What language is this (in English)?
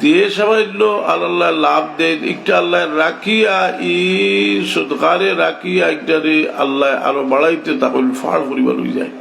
Sylheti